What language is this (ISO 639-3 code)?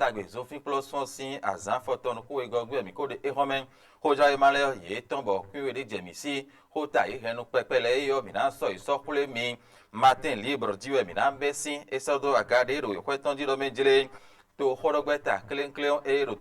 fon